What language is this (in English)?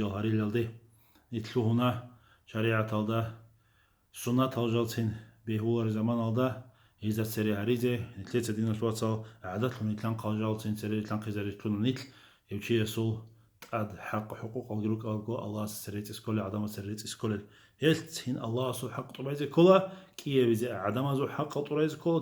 Avaric